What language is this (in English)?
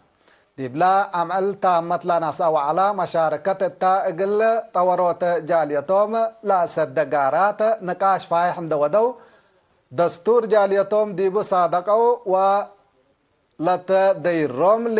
Tigre